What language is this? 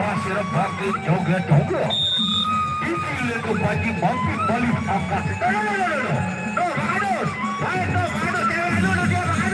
Sasak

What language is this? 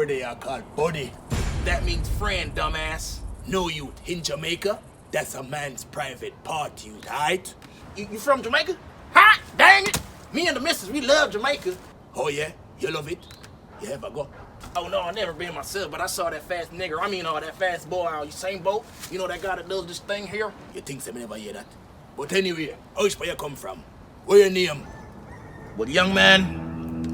Jamaican Creole English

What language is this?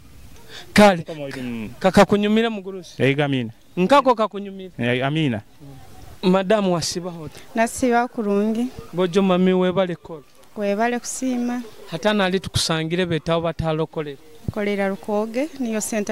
Nyoro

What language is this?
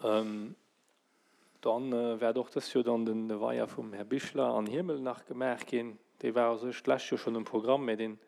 Luxembourgish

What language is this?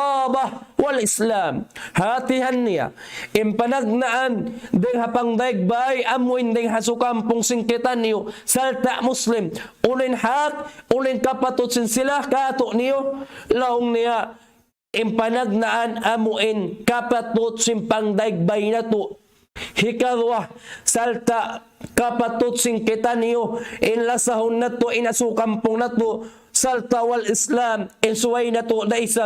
Tausug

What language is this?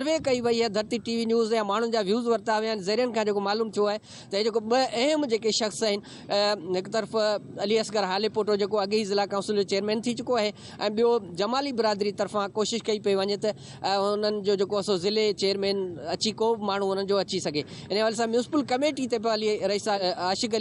Sindhi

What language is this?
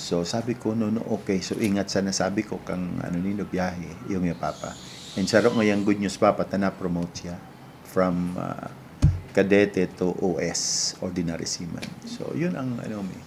Bikol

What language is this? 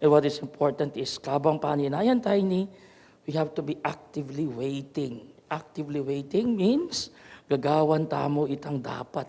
Pampanga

